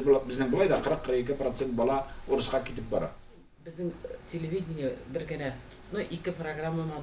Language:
Tatar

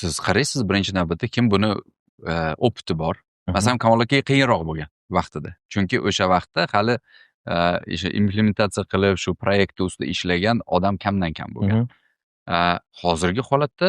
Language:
Uzbek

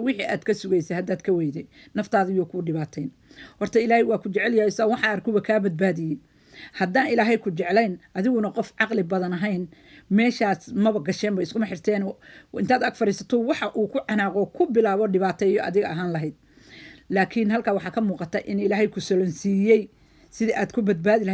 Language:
Somali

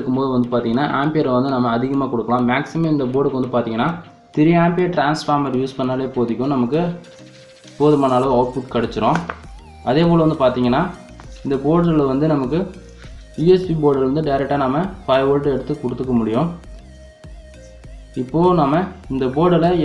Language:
Tamil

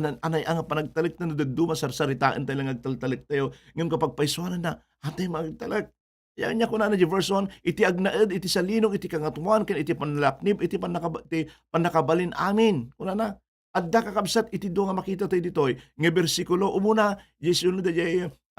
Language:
Iloko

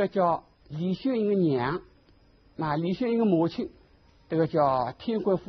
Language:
Wu Chinese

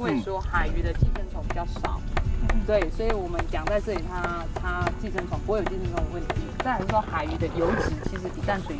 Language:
Chinese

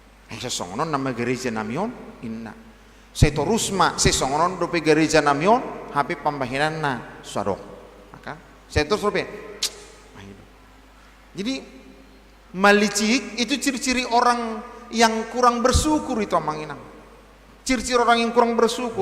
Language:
Batak Toba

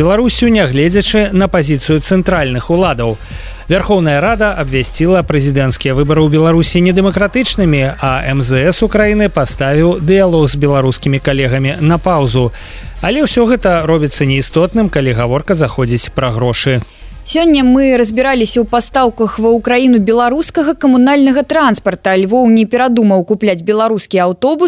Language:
Belarusian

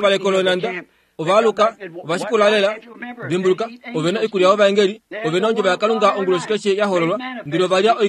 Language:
Kuanyama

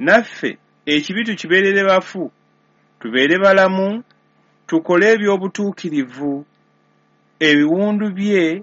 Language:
Ganda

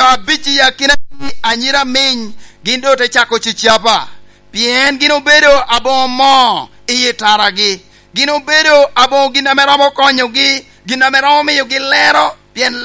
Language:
Lango (Uganda)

